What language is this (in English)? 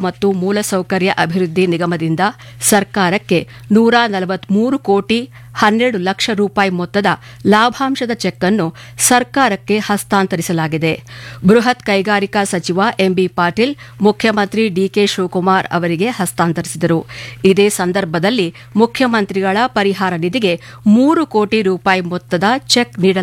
Kannada